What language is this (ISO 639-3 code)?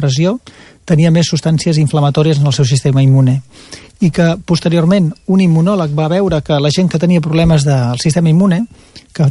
cat